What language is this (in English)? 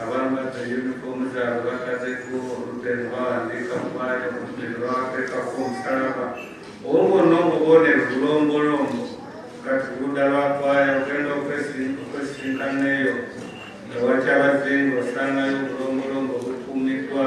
Soga